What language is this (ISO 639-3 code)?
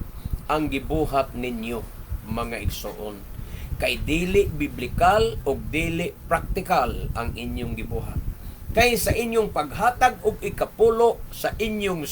ceb